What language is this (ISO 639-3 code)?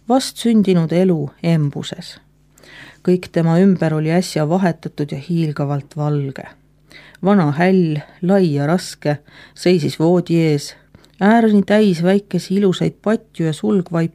est